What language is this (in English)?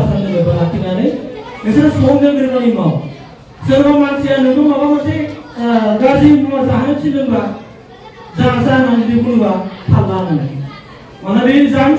Bodo